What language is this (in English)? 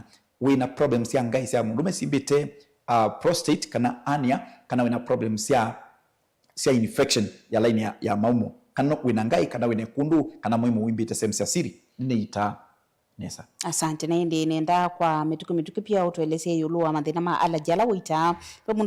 Kamba